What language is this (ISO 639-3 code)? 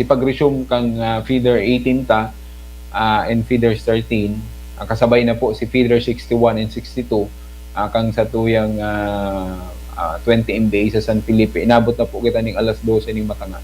bik